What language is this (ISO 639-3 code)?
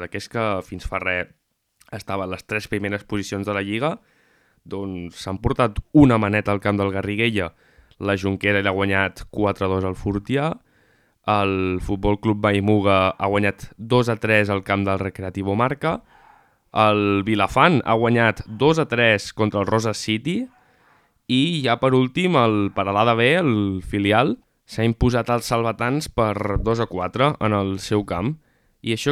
cat